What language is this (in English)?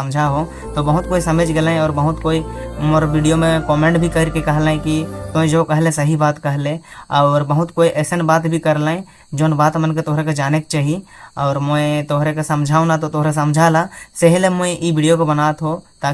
Sadri